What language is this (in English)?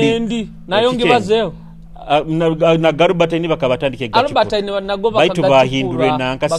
Nyoro